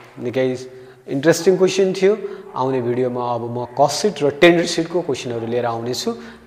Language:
Nepali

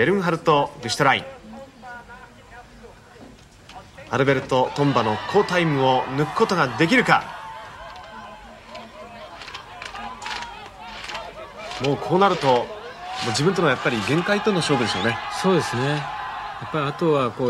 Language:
Japanese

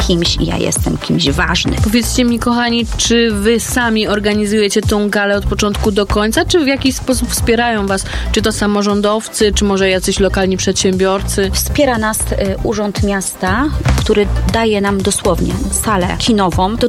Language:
Polish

